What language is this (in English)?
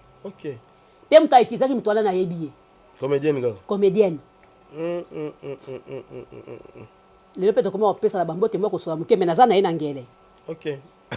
Lingala